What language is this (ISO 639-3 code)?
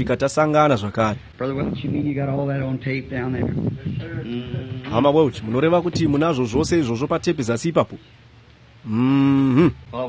sna